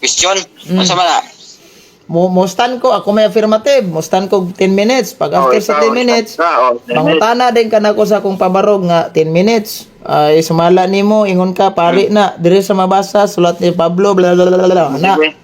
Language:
Cebuano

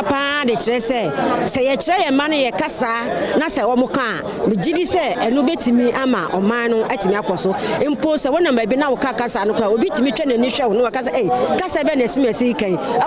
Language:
Akan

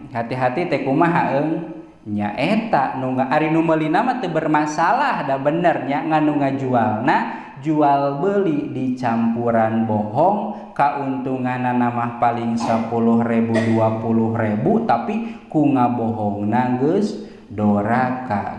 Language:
Sundanese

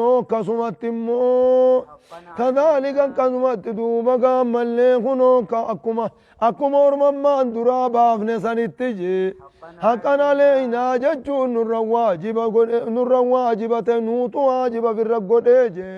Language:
Oromo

